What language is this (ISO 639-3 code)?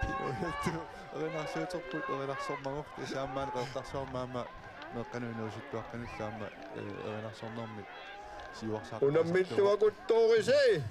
kal